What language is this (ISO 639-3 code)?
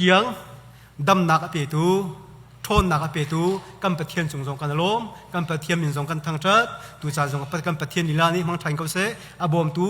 cnh